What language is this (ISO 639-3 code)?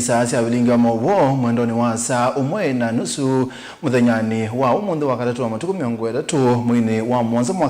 kam